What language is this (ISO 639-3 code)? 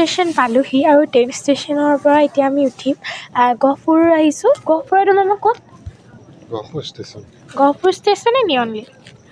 asm